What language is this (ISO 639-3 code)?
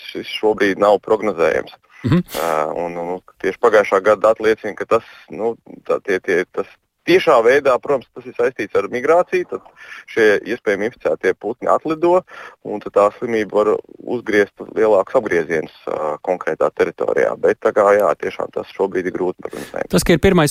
lav